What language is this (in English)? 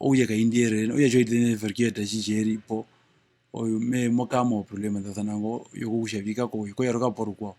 Herero